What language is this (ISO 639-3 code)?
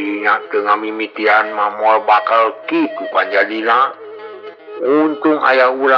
sun